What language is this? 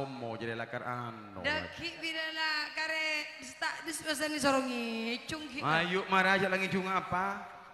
Madurese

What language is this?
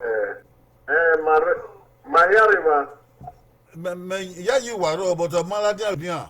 Bini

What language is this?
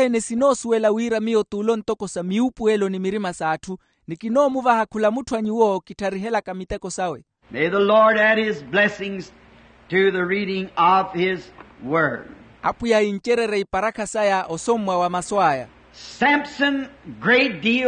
Makhuwa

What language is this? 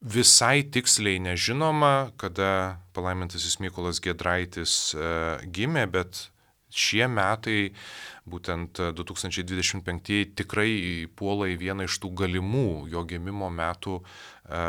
Lithuanian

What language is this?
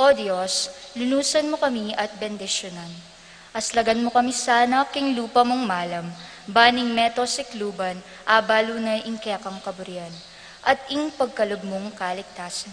Pampanga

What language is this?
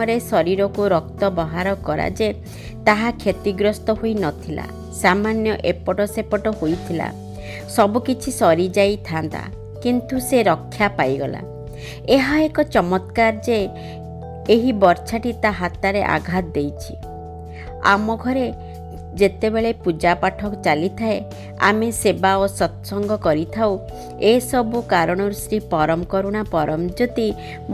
Odia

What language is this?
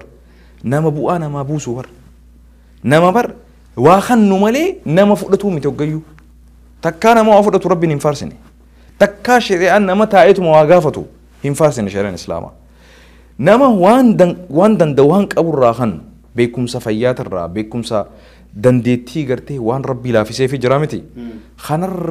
Oromo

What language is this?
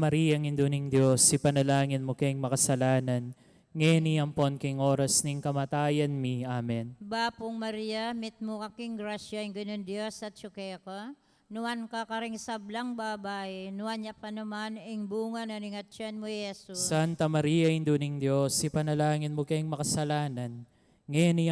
Pampanga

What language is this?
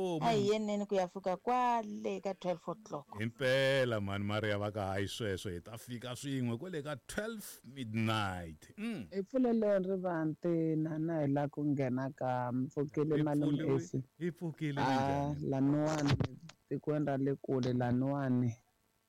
Tsonga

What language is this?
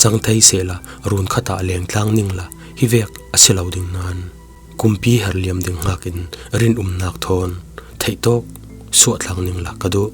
Falam Chin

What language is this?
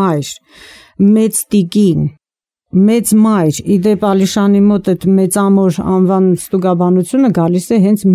Armenian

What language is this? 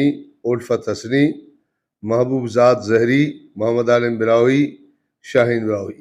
Brahui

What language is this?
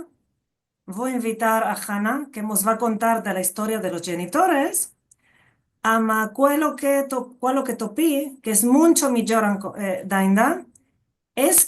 Ladino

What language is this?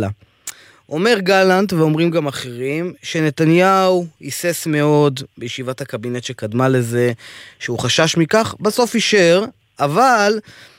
Hebrew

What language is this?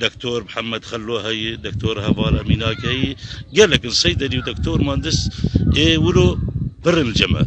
Kurdish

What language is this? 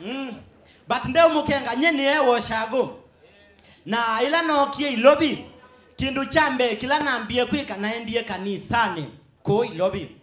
Kamba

